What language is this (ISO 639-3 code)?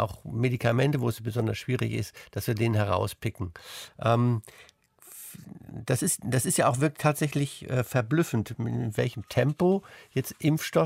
deu